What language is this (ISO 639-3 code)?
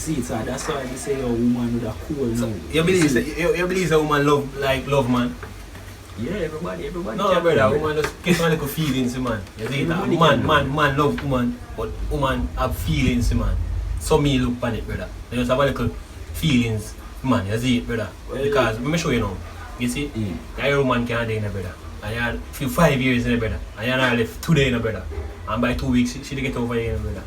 jam